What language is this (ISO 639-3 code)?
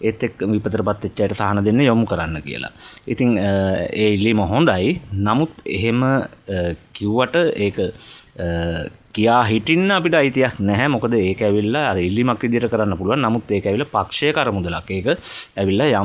sin